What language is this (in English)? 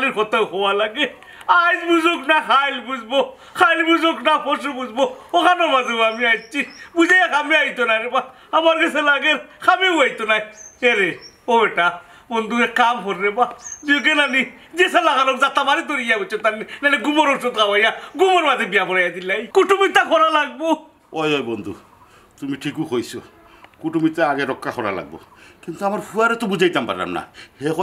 Sylheti